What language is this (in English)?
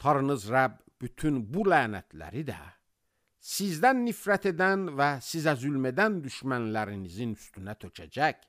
Azerbaijani